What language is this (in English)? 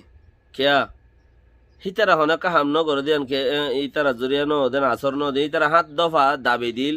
Rohingya